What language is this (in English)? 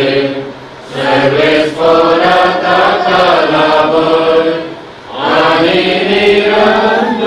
Konkani